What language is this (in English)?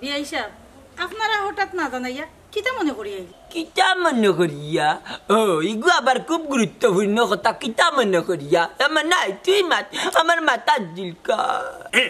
Sylheti